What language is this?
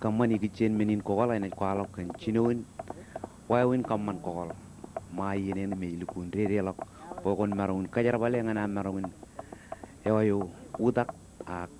Marshallese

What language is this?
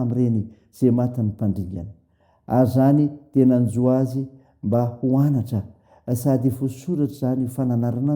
Malagasy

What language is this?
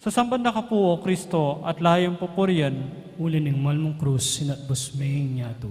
Pampanga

